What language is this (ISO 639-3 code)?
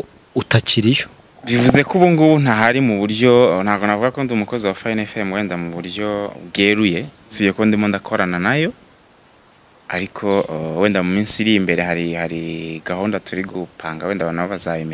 kin